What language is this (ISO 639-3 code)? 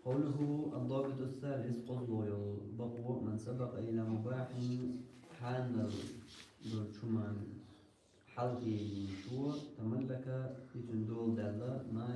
che